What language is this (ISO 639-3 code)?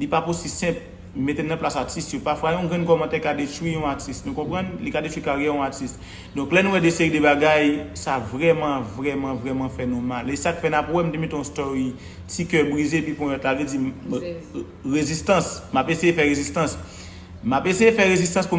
hat